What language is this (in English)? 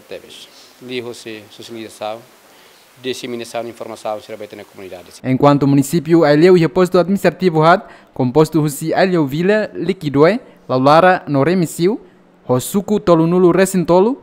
Tetum